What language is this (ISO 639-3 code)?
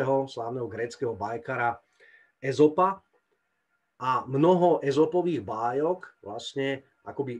slk